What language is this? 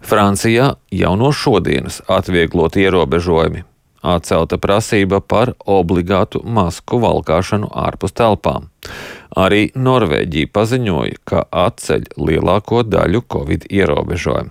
Latvian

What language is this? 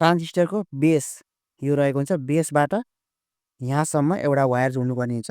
Nepali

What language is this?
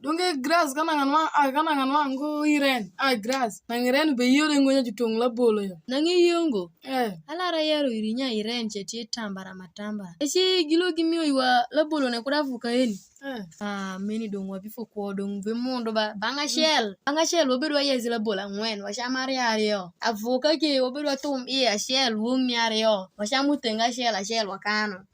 Alur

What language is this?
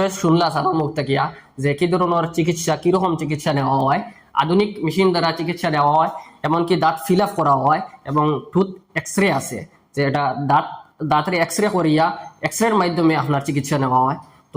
Sylheti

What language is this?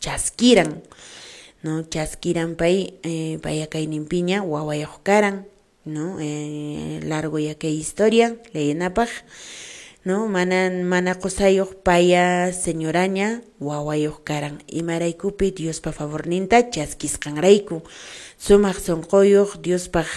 Quechua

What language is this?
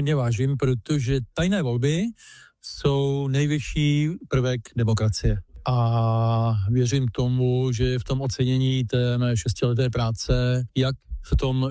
Czech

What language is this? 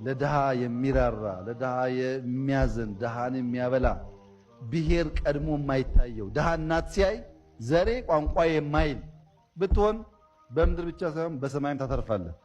Amharic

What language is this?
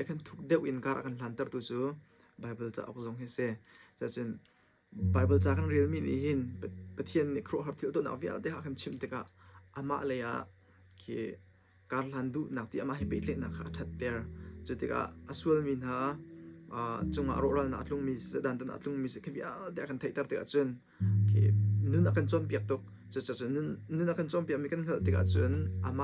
Hakha Chin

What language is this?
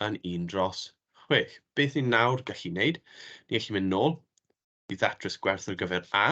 Welsh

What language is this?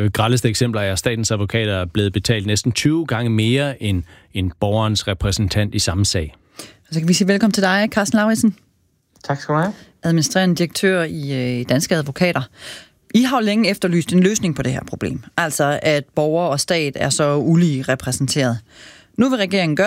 Danish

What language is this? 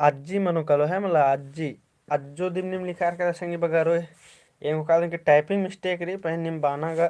Kurukh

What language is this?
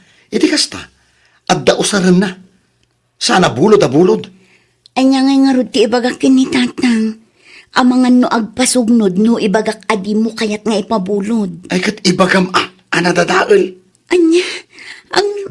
Iloko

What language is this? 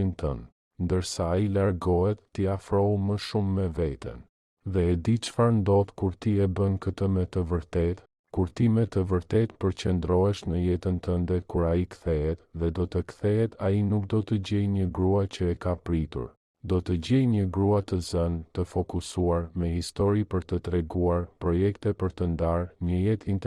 Albanian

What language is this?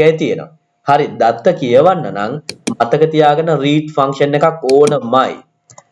Sinhala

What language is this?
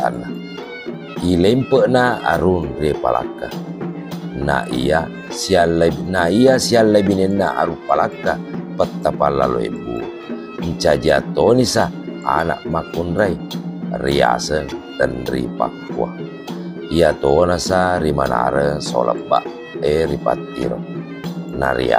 Buginese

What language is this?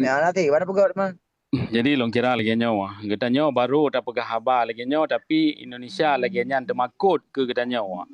Achinese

